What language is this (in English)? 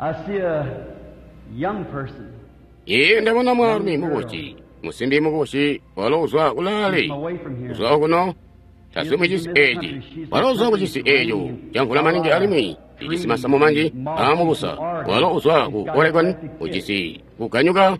Tonga (Zambia)